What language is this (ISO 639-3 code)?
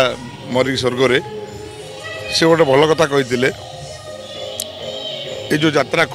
ori